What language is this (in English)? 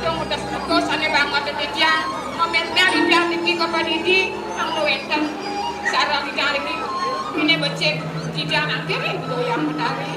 Balinese